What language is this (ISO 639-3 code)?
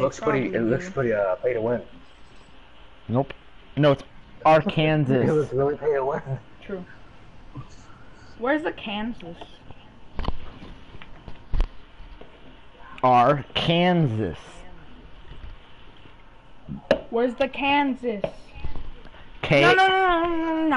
eng